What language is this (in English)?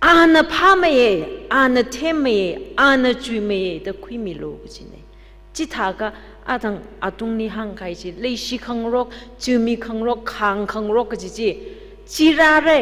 Tangkhul Naga (India)